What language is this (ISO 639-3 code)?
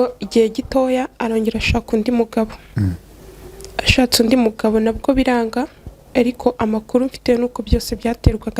kin